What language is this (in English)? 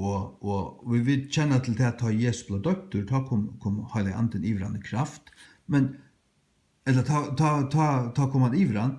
Faroese